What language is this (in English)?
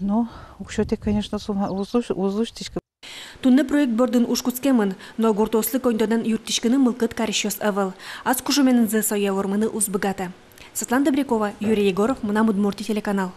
Udmurt